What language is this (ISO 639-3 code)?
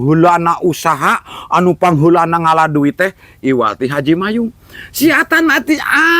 sun